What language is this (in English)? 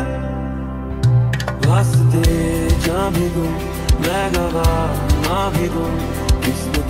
Hindi